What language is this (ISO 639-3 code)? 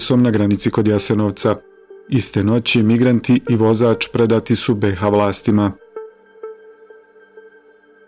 bos